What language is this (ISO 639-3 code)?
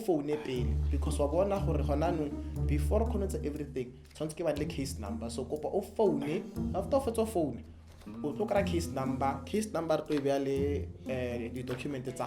tsn